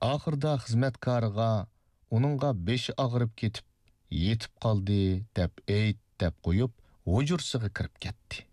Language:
Uyghur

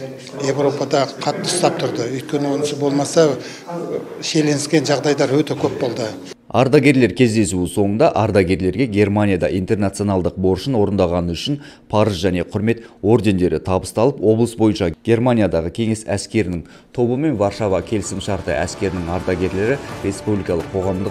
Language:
Kazakh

